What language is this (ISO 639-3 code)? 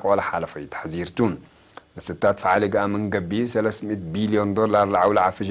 tig